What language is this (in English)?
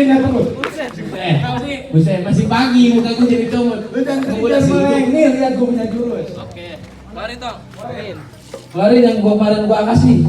Betawi